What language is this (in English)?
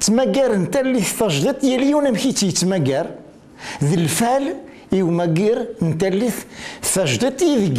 Kabyle